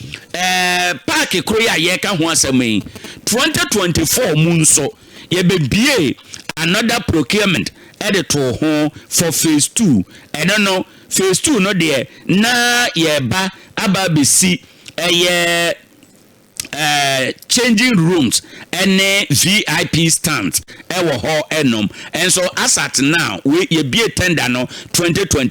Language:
Akan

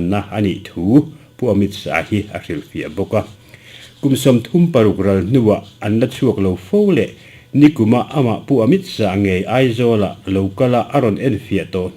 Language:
Mizo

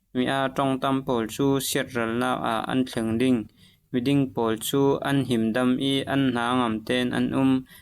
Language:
Falam Chin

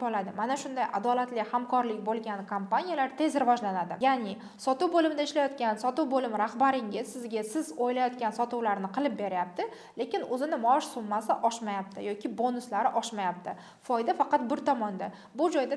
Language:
Uzbek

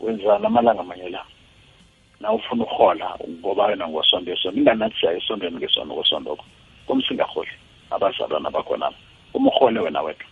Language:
South Ndebele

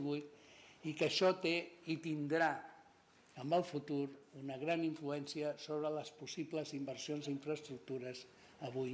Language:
Catalan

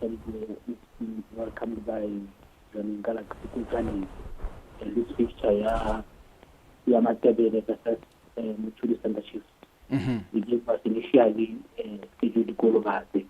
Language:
Tswana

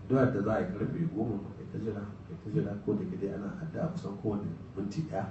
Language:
Hausa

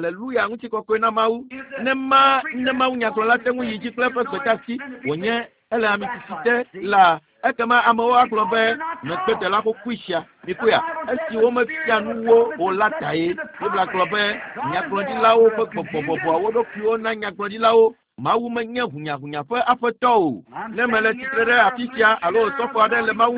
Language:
Ewe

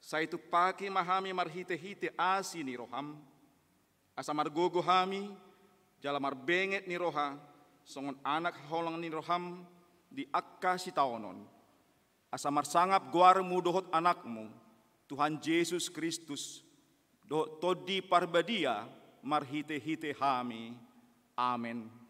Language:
Batak Toba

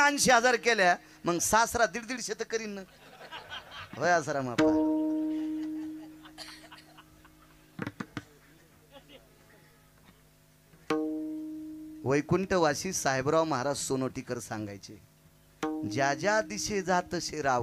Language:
Marathi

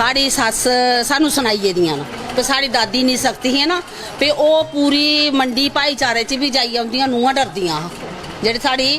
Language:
Dogri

